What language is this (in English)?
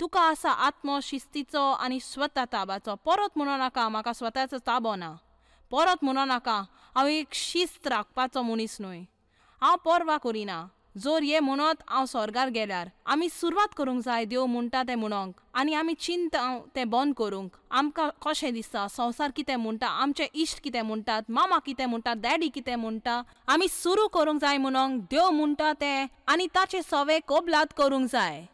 Konkani